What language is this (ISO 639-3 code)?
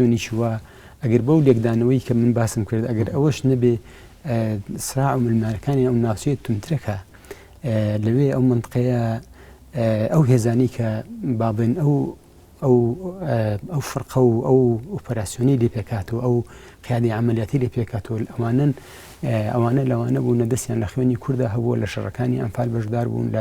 ckb